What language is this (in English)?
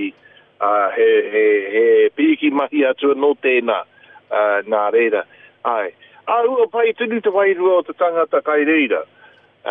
Māori